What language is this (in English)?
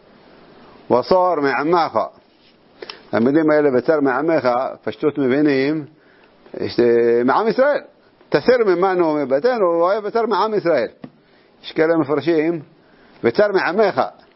Hebrew